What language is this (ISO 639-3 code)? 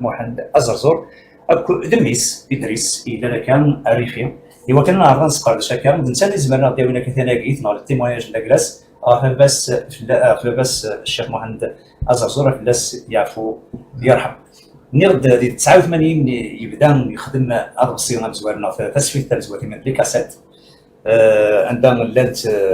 kab